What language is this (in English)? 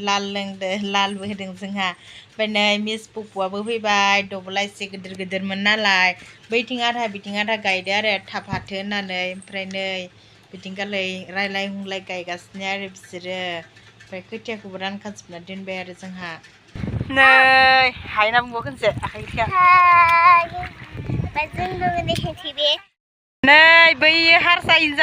Bodo